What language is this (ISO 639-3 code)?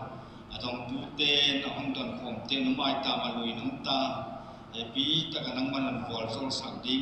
pck